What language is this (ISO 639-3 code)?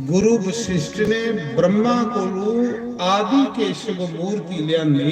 doi